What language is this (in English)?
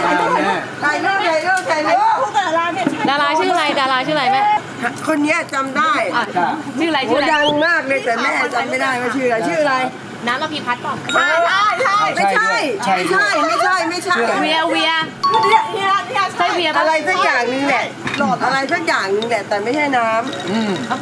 Thai